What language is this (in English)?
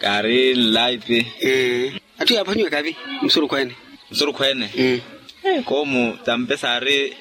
Makhuwa